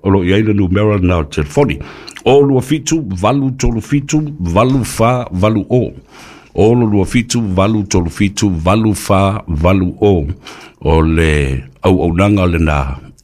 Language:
Samoan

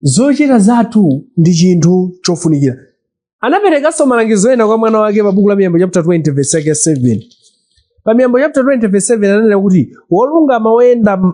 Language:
Nyanja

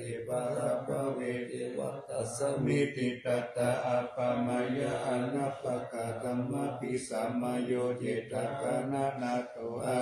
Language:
Pali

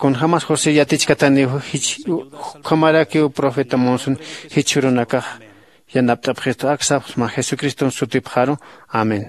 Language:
Aymara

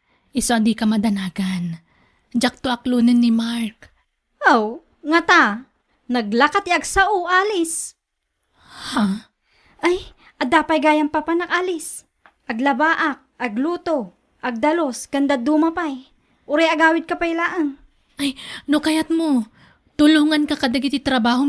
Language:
Iloko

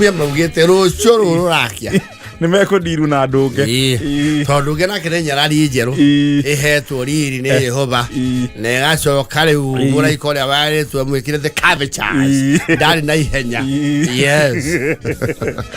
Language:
Kikuyu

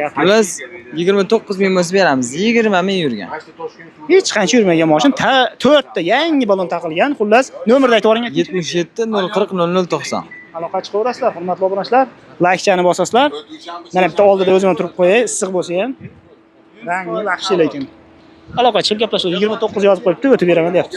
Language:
Uzbek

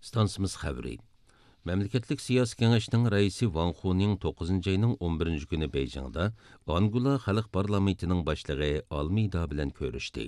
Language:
Uyghur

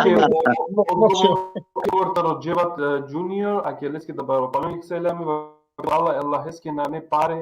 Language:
Balkan Romani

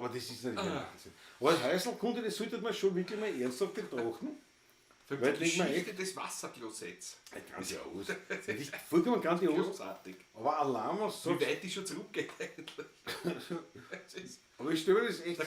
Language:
Bavarian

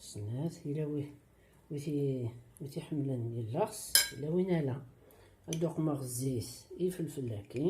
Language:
Kabyle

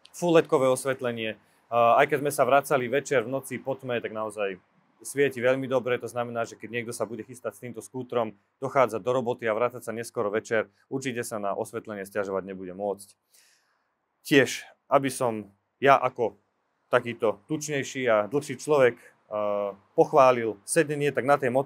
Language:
Slovak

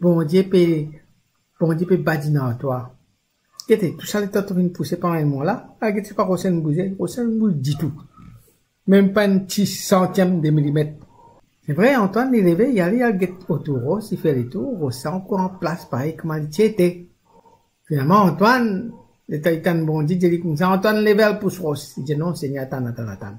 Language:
Morisyen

